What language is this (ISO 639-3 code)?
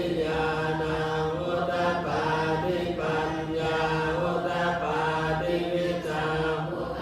pli